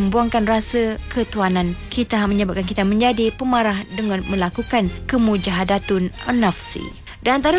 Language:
Malay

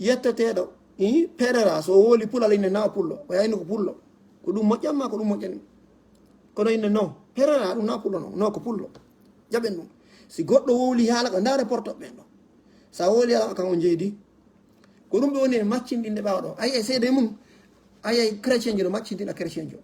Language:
Fula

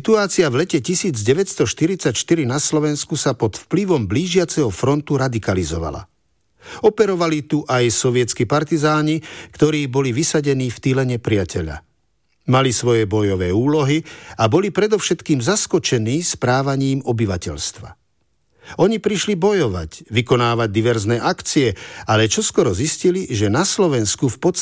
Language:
Slovak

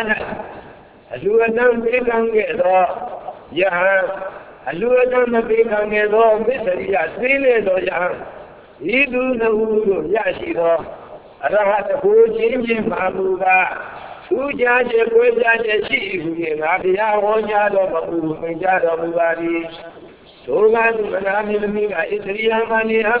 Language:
Burmese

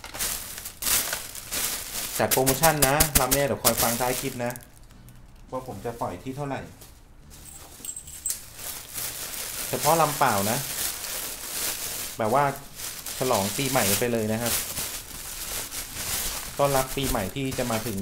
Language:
Thai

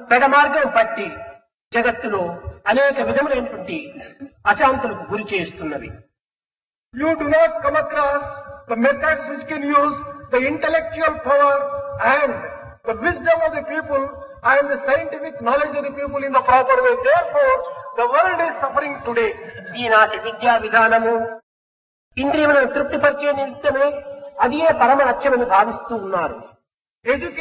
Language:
Telugu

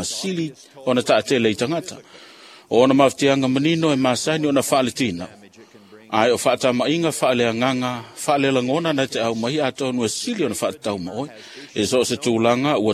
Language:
Samoan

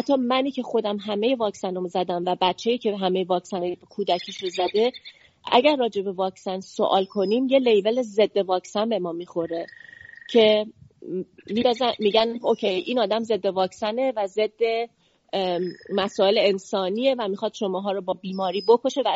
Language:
Persian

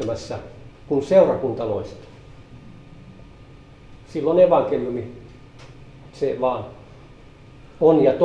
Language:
Finnish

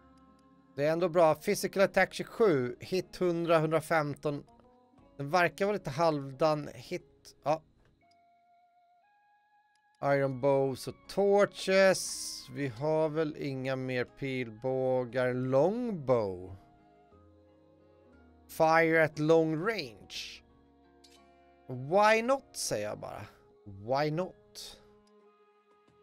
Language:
Swedish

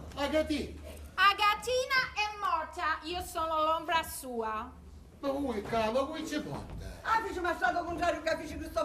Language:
Sicilian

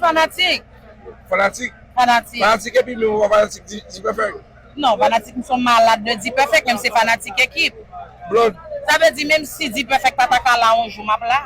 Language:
Haitian Creole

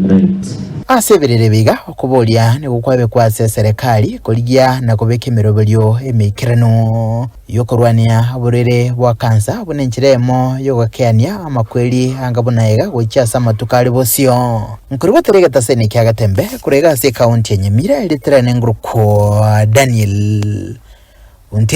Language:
Gusii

